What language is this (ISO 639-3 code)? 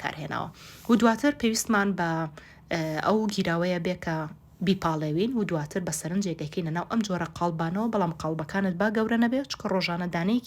ckb